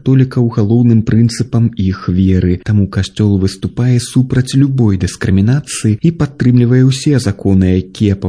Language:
Belarusian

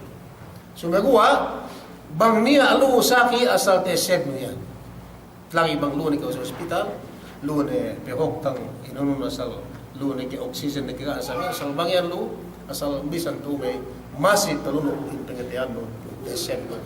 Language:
Yakan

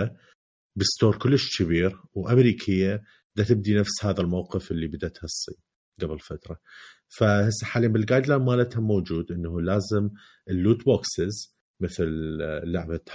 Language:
Mesopotamian Arabic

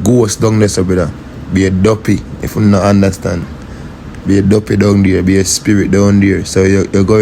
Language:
Jamaican Creole English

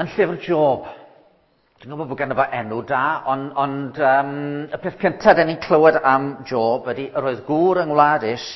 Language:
Welsh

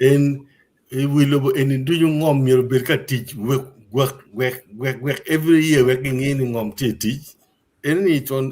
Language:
Acoli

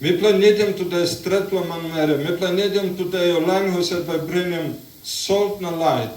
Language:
Tok Pisin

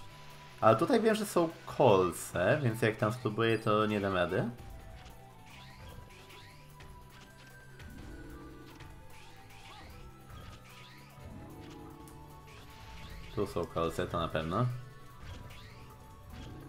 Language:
Polish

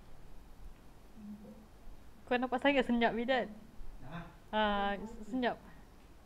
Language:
Malay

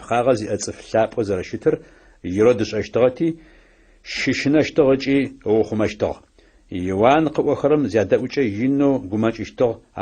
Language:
Adyghe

